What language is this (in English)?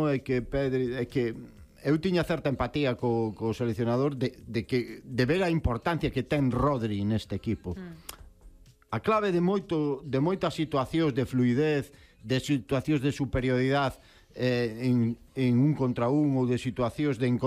Galician